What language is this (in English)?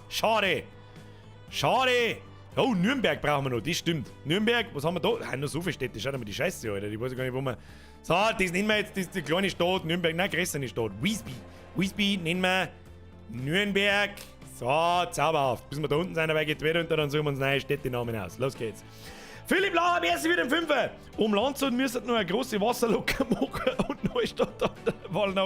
Bavarian